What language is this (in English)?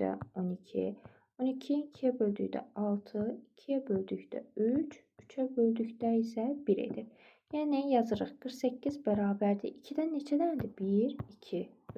Azerbaijani